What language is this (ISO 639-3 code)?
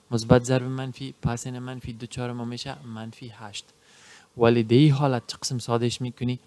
fas